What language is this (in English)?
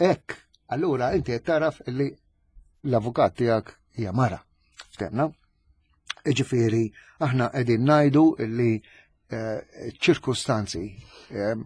Maltese